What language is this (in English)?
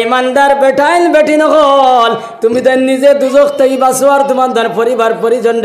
Sylheti